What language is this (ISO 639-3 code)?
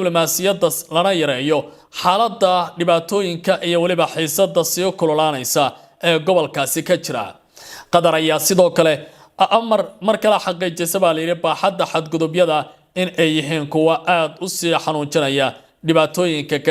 som